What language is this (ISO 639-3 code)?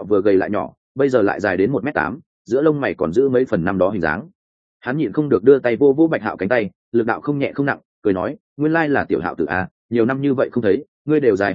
vie